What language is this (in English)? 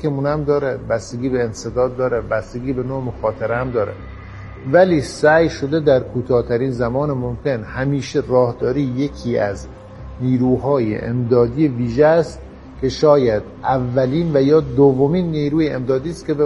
Persian